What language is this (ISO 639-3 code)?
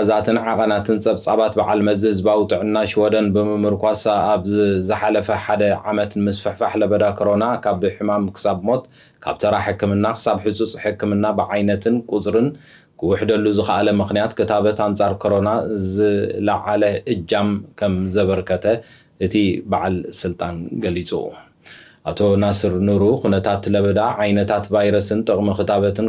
tir